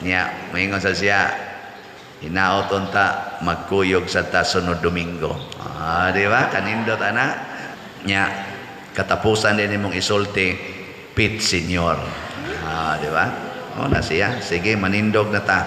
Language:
Cebuano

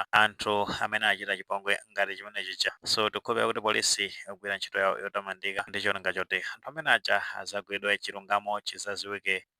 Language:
Nyanja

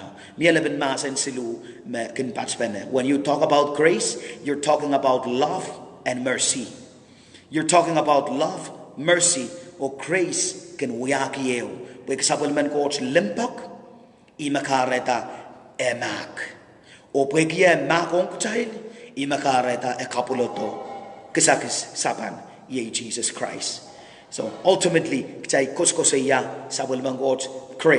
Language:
Pohnpeian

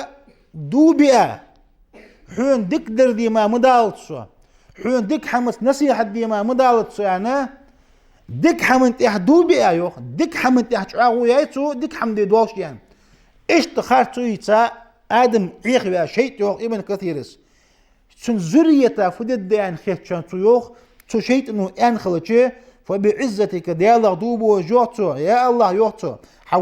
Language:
Ingush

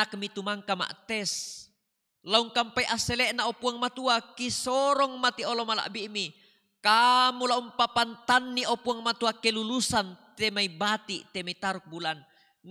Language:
Toraja-Sa'dan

